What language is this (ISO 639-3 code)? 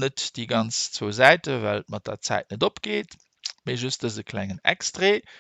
ltz